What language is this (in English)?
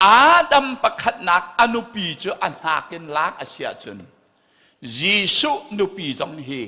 Hakha Chin